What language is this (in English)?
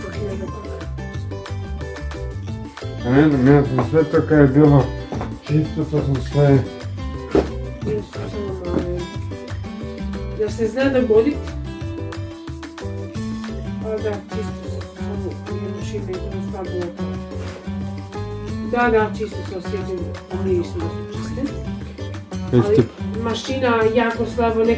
Croatian